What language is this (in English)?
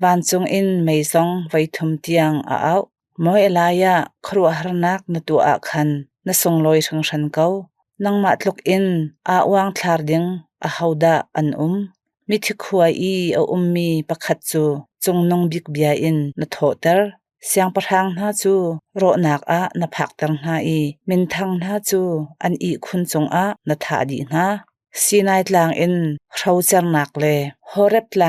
Hakha Chin